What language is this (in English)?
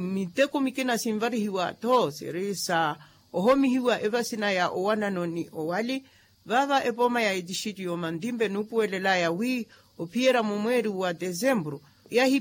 Makhuwa